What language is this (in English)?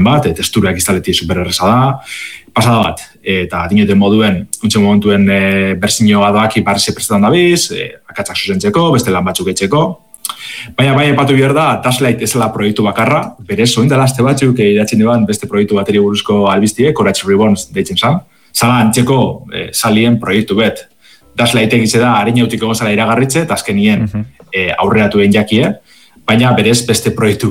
Basque